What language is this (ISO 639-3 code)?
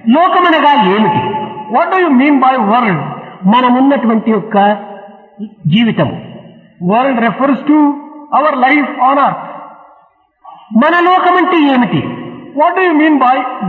tel